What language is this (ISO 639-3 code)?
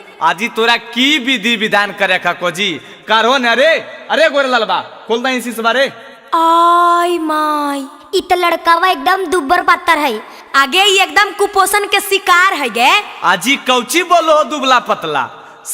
mag